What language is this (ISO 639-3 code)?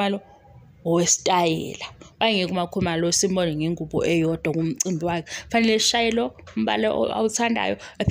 zul